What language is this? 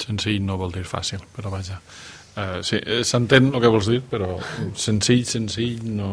Catalan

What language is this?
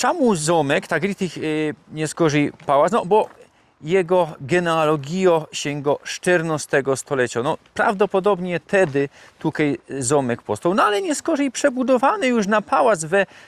Silesian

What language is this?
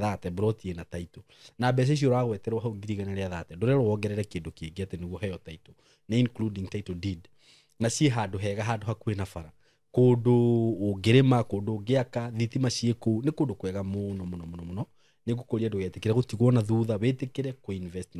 Kikuyu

